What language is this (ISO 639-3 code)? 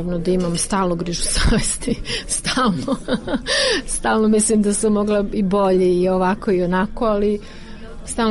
srp